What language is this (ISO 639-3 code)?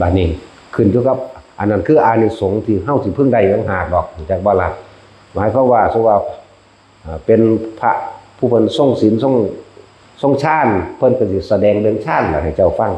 tts